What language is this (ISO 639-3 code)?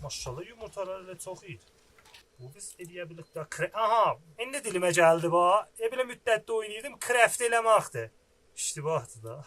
azb